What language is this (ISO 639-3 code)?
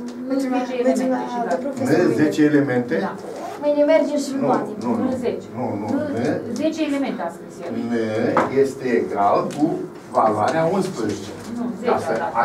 ron